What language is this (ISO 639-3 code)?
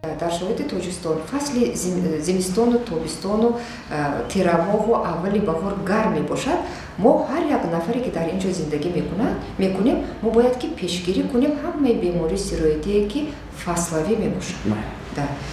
tgk